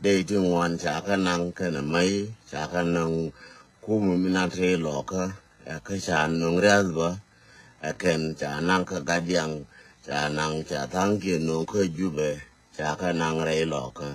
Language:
Nuer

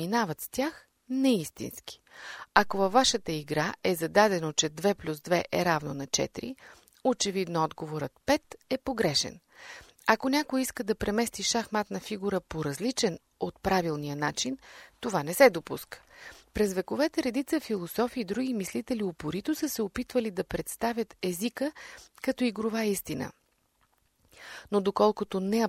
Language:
Bulgarian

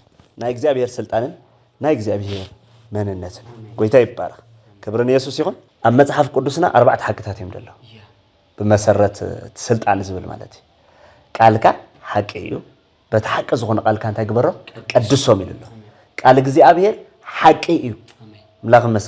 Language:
Tigrinya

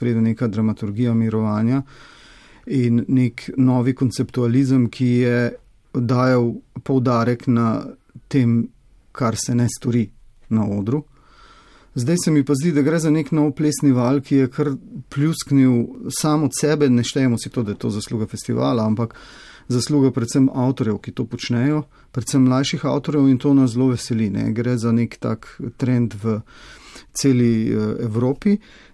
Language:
Slovenian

